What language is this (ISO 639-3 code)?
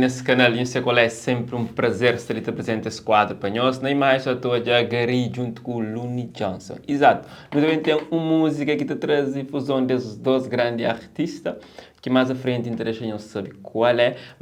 kea